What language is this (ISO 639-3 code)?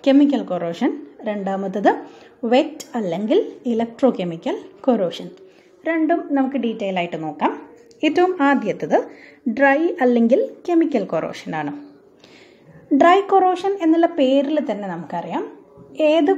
mal